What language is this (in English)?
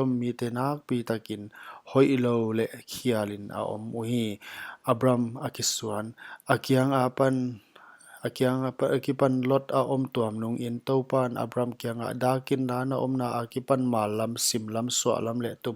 Paite Chin